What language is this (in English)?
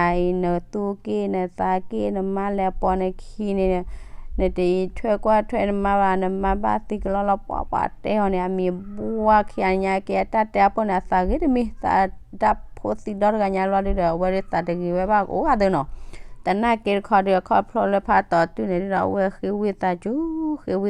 S'gaw Karen